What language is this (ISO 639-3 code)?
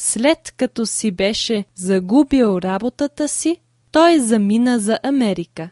bul